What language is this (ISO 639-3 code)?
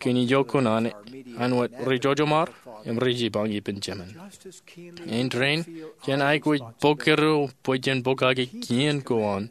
mah